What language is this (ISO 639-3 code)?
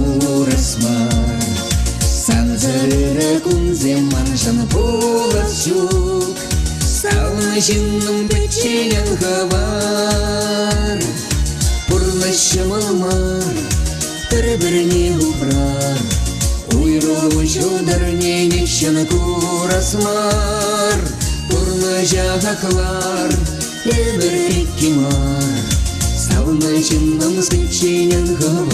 chv